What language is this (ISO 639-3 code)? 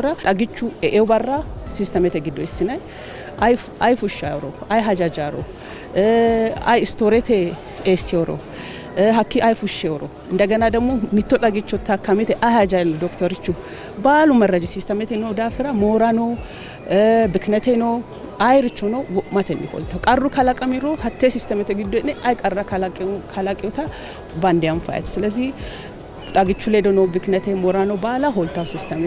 sid